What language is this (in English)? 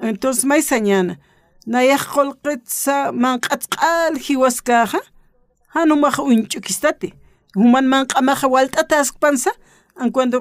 Aymara